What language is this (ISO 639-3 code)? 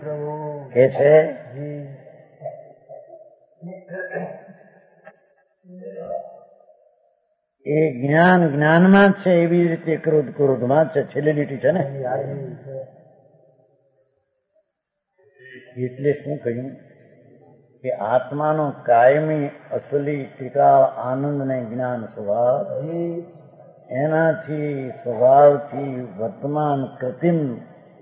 guj